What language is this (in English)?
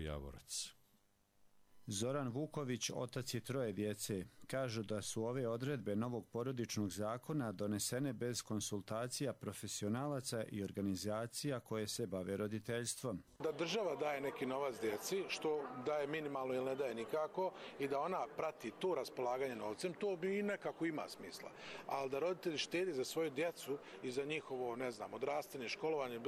Bosnian